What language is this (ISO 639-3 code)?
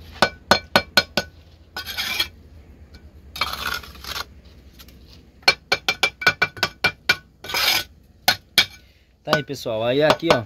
por